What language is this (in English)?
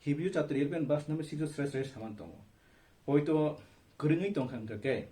Kok Borok